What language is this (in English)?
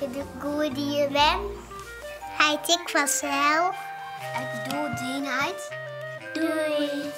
Western Frisian